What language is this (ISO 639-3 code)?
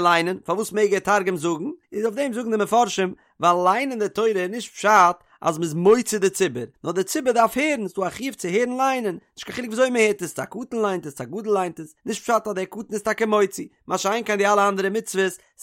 yid